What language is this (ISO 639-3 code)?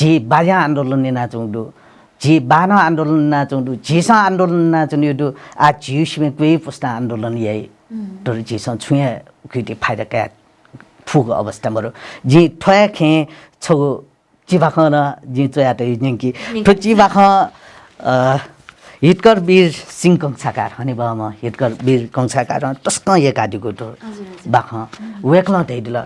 new